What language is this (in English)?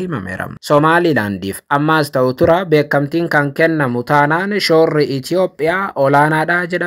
Oromo